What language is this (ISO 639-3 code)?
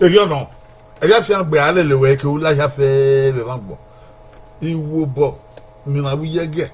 bin